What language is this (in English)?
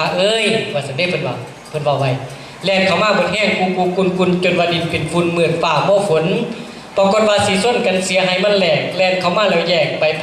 Northeastern Thai